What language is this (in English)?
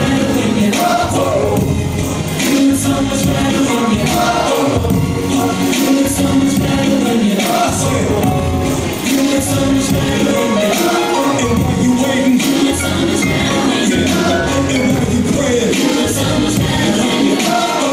English